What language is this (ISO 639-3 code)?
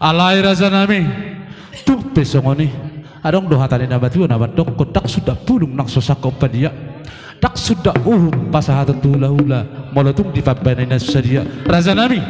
bbc